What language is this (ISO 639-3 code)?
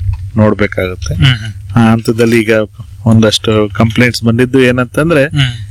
kan